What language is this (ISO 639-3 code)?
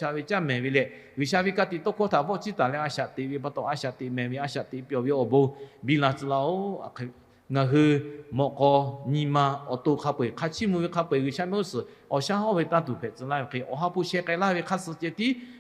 lhu